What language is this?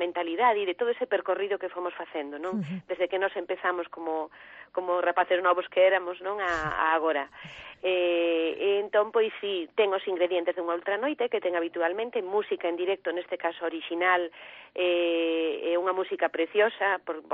Galician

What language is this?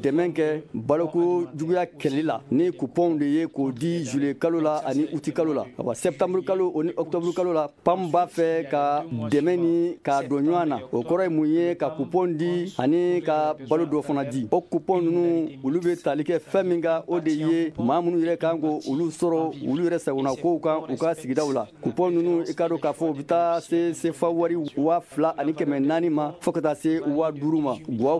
Bambara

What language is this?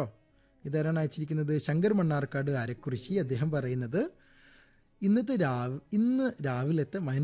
Malayalam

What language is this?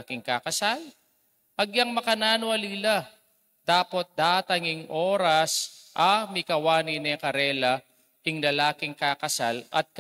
Pampanga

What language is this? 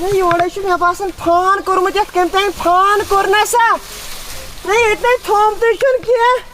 Kashmiri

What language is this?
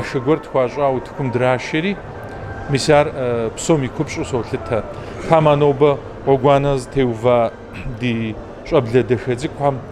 Kabardian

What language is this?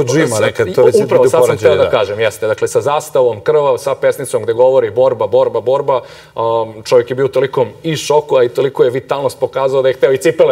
Serbian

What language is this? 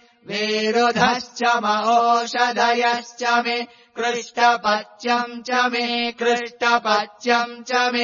Sanskrit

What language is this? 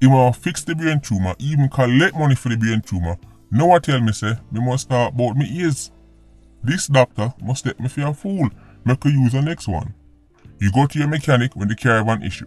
Jamaican Creole English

